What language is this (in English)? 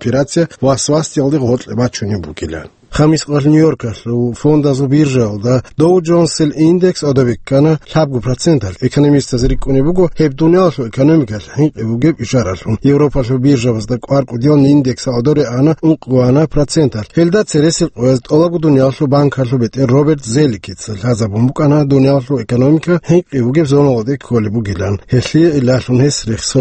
Avaric